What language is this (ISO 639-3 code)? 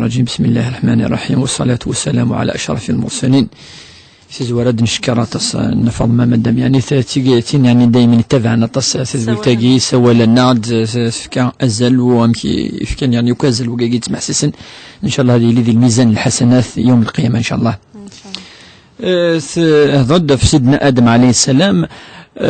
kab